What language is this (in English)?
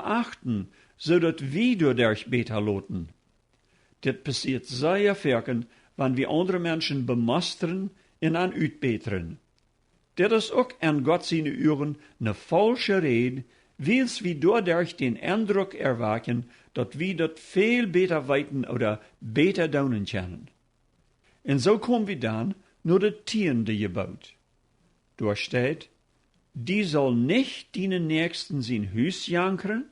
Plautdietsch